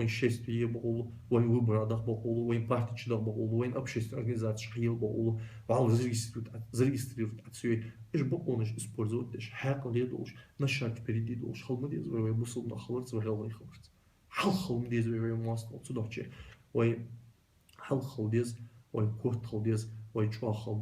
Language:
Ingush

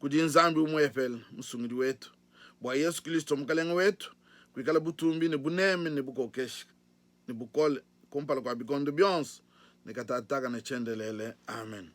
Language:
Luba-Lulua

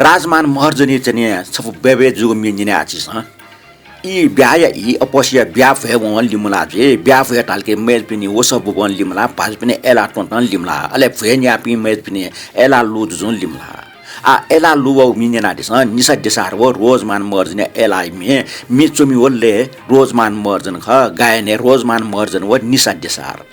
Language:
Newari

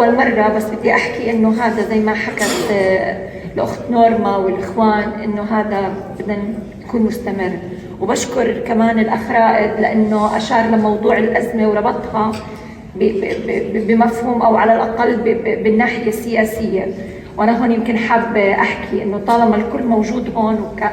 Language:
North Levantine Arabic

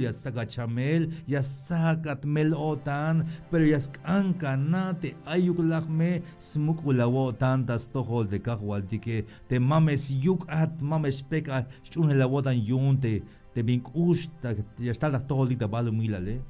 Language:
Tzeltal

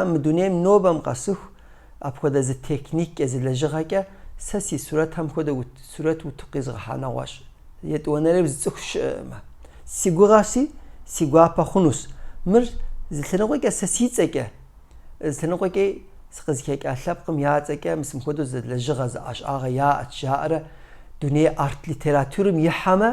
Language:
Kabardian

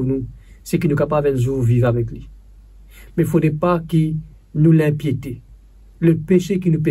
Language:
Morisyen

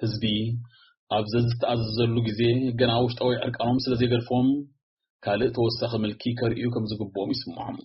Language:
Tigrinya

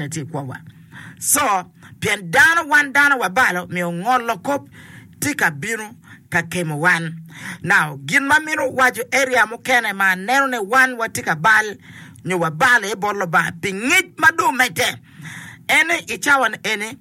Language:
Acoli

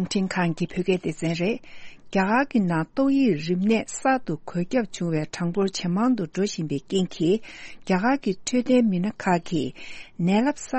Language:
Tibetan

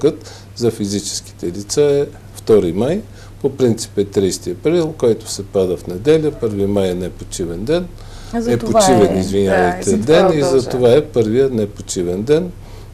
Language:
Bulgarian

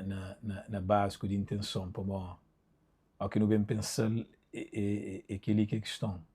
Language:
Kabuverdianu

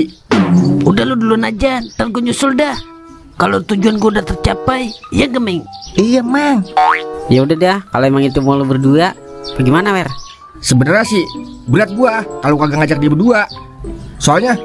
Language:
Betawi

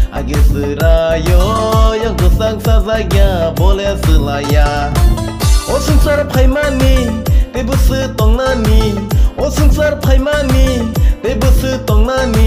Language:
Kok Borok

